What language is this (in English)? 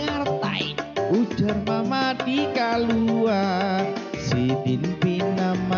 Banjar